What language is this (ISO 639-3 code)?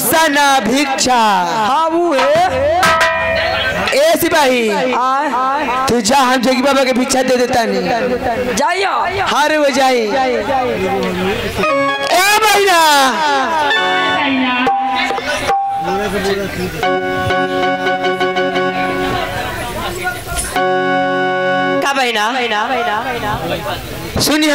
bho